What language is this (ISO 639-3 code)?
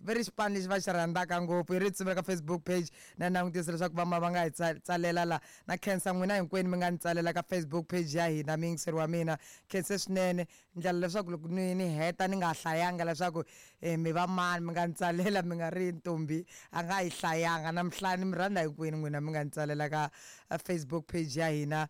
tso